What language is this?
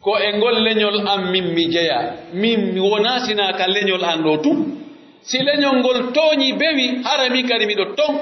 Pular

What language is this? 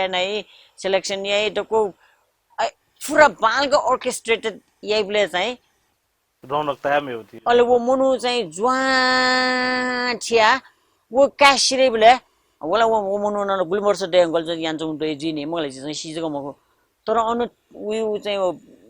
Newari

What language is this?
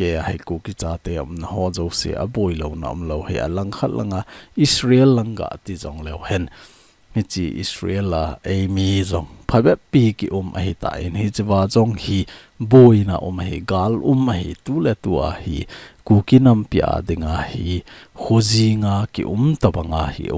Thado Chin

